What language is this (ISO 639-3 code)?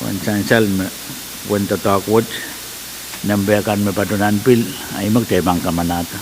pon